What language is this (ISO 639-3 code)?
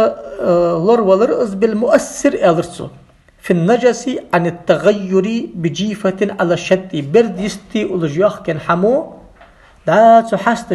inh